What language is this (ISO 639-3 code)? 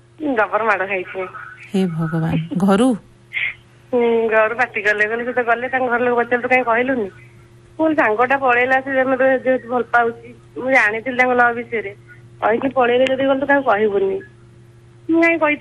ori